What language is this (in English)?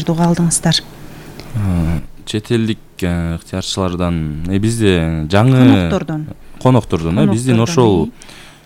Kyrgyz